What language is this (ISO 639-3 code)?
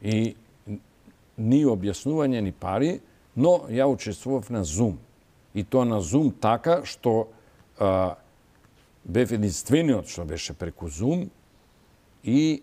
mkd